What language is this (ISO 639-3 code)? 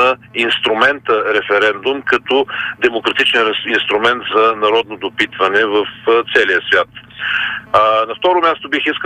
bul